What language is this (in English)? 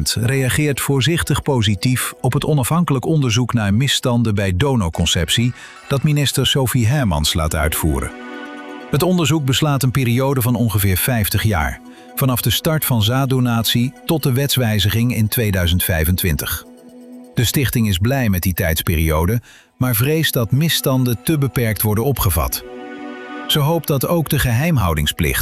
Dutch